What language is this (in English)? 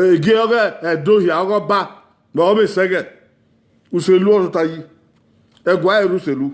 Bini